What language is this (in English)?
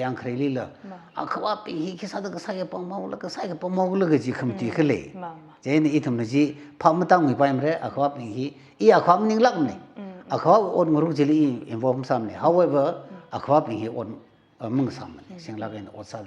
Tangkhul Naga (India)